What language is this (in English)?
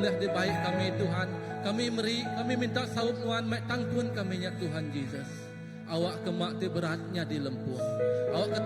Iban